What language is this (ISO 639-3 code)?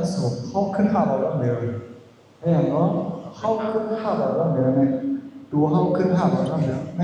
shn